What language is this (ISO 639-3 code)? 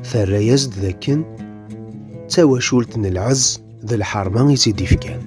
kab